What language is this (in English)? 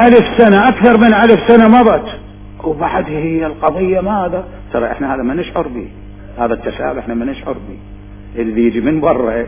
Mesopotamian Arabic